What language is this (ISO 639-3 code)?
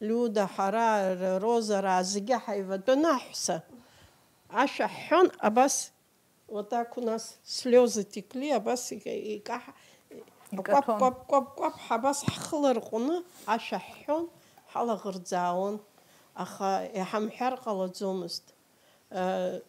abk